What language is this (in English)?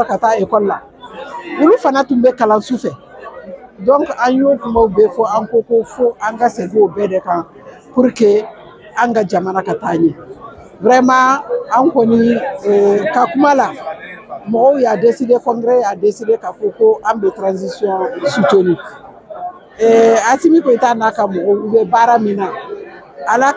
Bambara